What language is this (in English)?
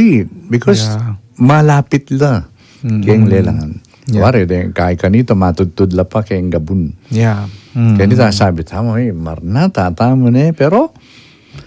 Pampanga